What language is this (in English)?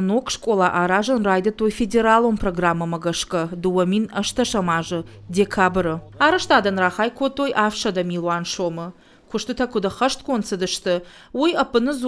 Ossetic